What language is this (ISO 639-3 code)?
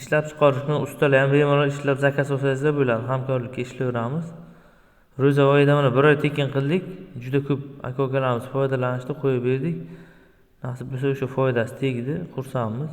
uzb